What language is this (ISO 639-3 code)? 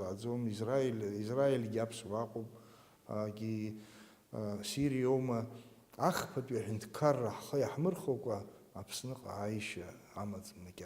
abk